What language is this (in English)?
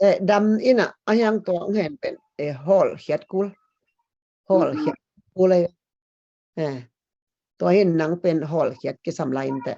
Tedim Chin